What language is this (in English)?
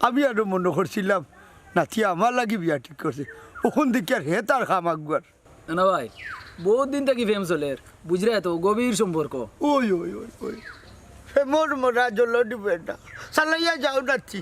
Sylheti